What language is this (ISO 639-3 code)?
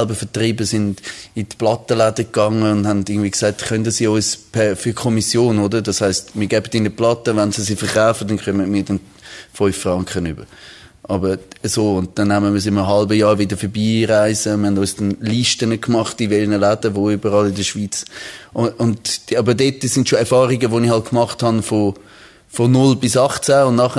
gsw